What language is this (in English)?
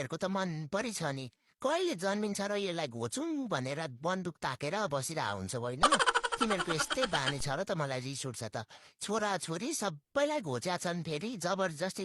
Nepali